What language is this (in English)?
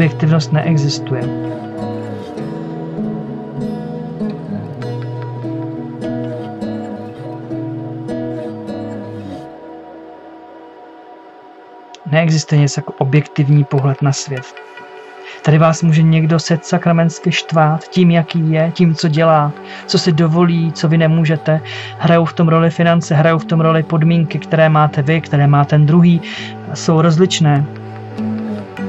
Czech